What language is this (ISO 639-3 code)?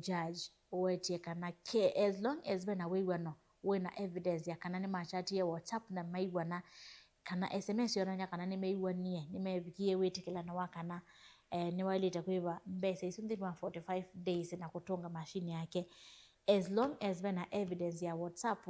kam